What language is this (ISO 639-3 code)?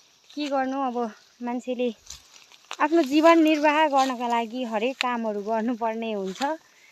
nep